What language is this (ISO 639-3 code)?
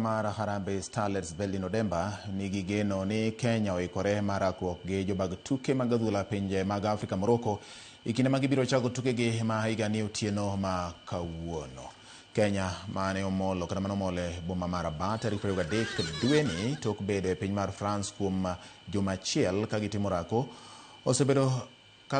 luo